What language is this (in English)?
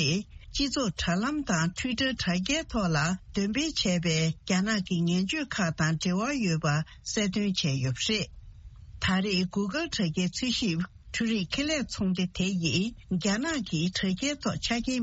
Tibetan